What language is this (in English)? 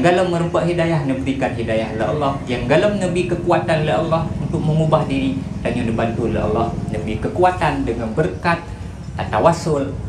Achinese